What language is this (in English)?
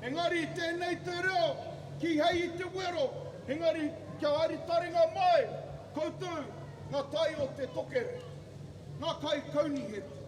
Māori